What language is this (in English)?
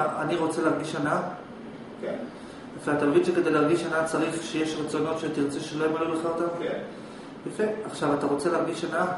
Hebrew